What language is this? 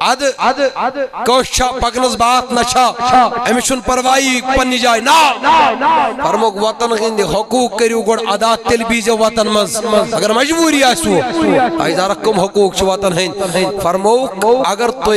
Kashmiri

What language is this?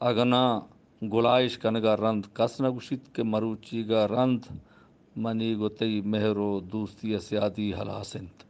Eastern Balochi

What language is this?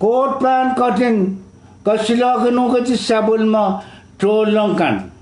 Pohnpeian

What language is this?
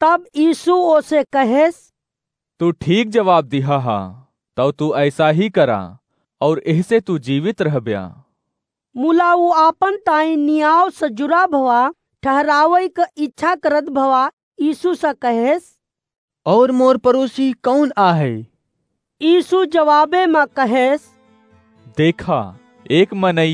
Awadhi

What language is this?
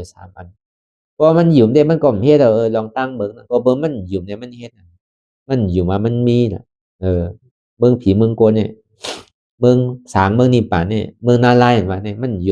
Shan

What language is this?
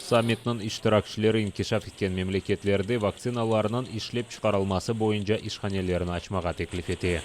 Crimean Tatar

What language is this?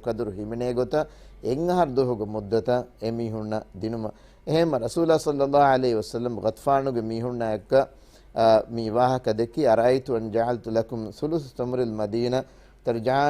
Divehi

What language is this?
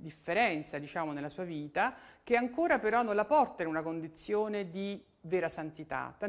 Italian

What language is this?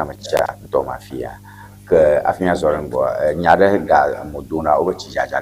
Ewe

